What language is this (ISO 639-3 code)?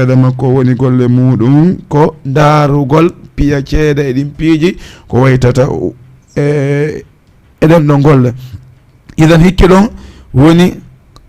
ful